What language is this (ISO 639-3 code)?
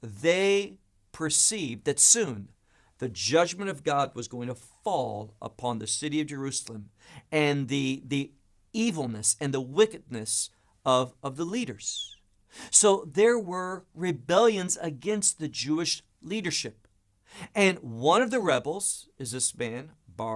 eng